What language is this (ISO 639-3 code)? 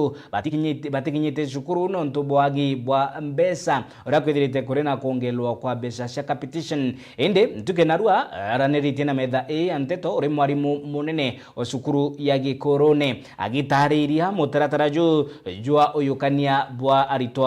mer